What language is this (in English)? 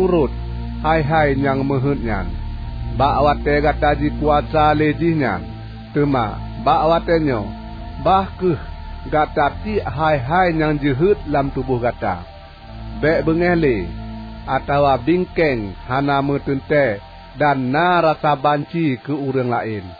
Achinese